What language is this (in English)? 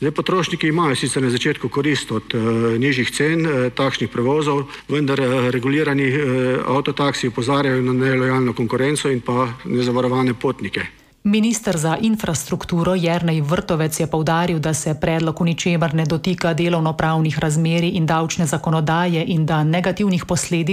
Slovenian